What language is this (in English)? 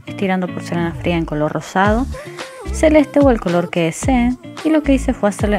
Spanish